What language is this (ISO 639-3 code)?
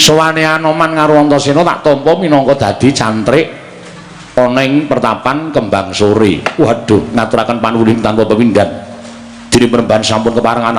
jav